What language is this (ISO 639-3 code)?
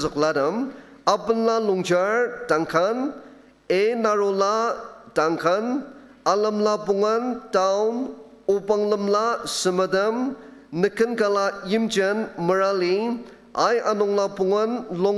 njo